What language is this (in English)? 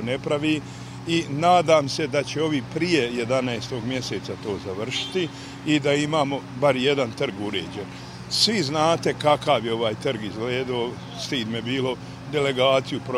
Bosnian